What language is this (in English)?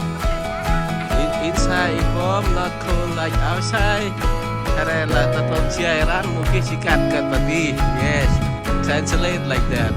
Central Mnong